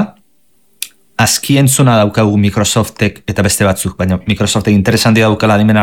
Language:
Basque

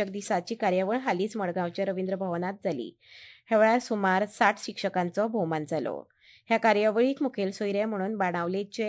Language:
Konkani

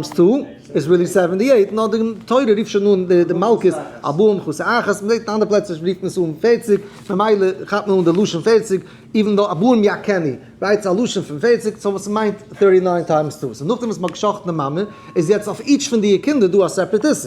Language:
Yiddish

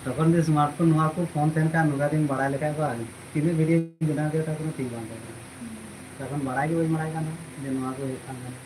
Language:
Santali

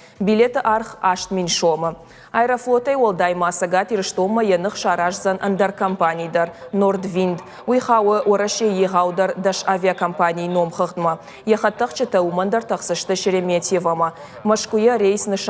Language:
Ossetic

